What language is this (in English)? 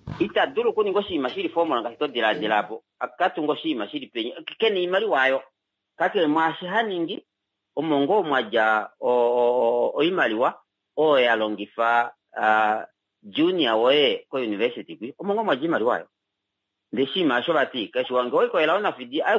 Kuanyama